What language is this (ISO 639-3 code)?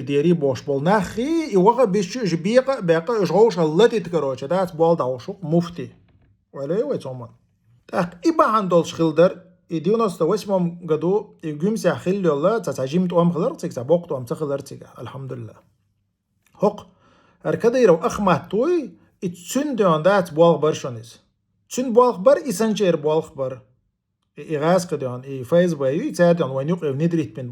che